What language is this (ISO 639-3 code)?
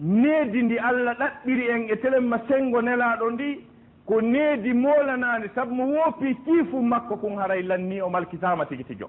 ful